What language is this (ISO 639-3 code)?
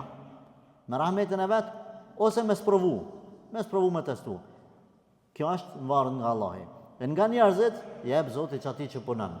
sqi